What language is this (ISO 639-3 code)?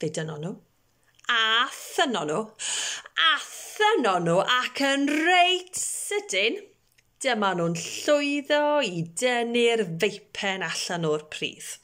cym